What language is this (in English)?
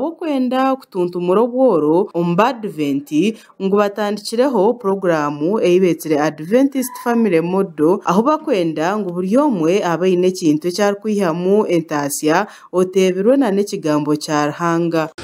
Nyankole